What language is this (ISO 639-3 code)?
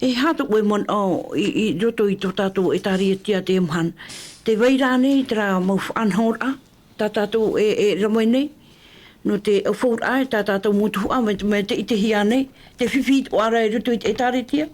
tah